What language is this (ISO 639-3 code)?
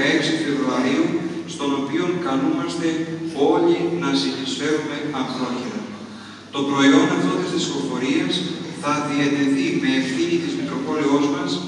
ell